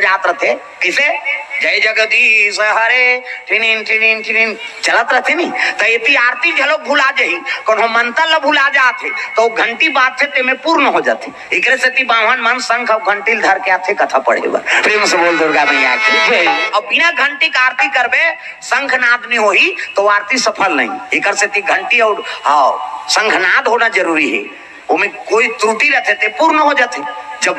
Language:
Chhattisgarhi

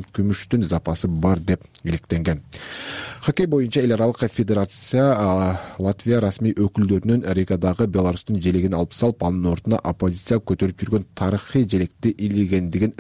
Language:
Kyrgyz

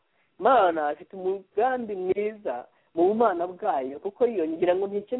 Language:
Kinyarwanda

